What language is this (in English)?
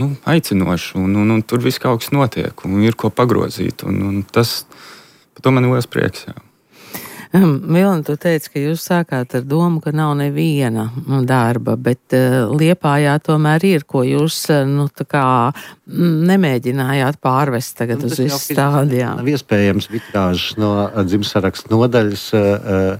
Latvian